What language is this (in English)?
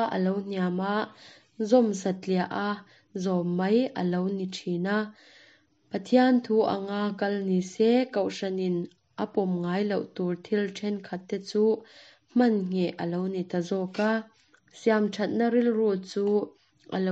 Mizo